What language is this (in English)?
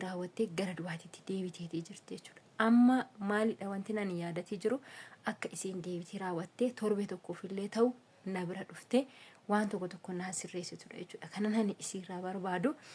Oromo